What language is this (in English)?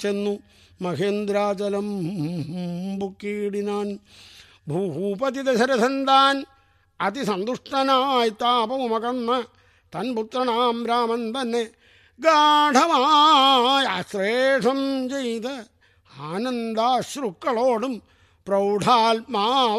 Malayalam